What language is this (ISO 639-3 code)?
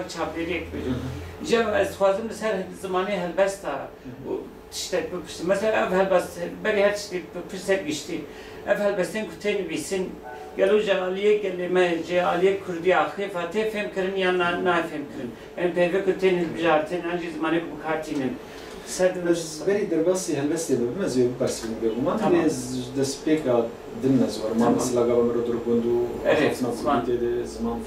kur